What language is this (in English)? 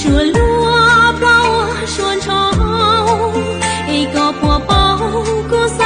Hmong